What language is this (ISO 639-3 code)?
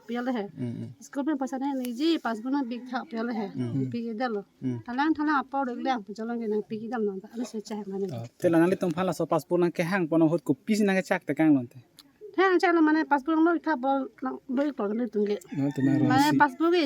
mjw